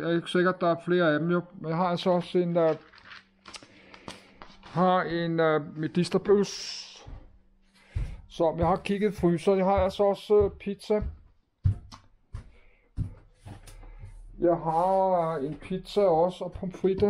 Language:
Danish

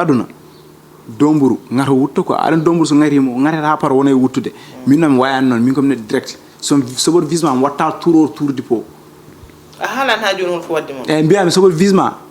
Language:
Fula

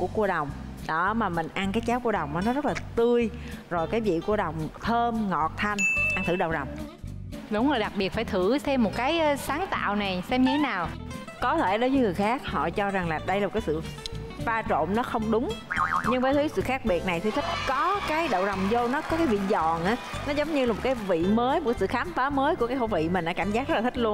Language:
Vietnamese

